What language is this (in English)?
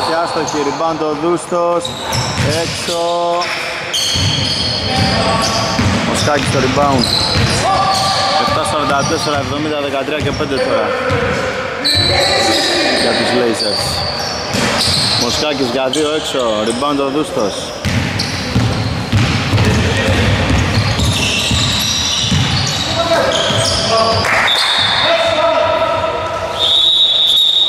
Greek